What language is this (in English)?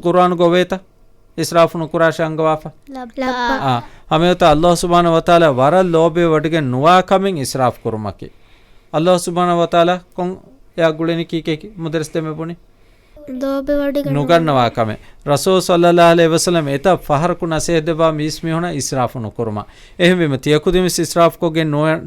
Divehi